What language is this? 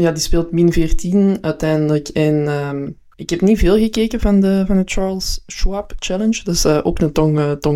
Dutch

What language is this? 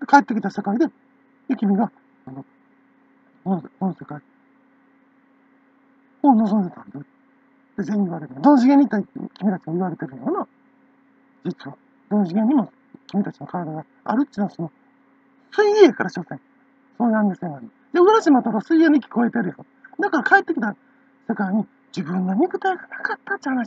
Japanese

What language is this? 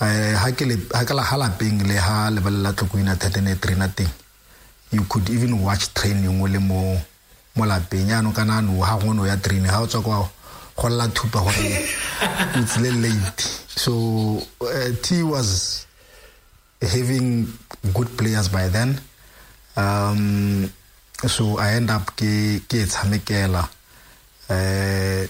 Tswana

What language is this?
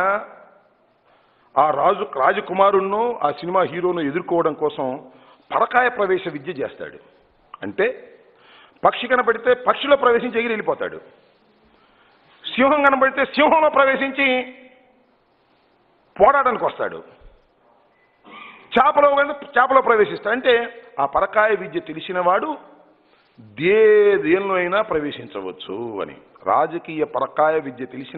Telugu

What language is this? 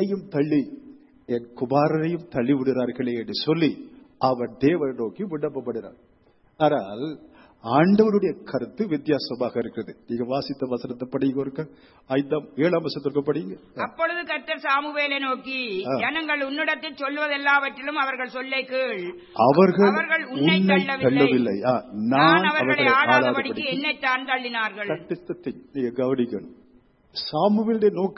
Tamil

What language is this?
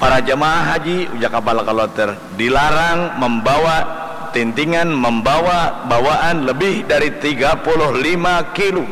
Banjar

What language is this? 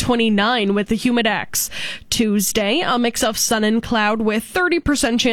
English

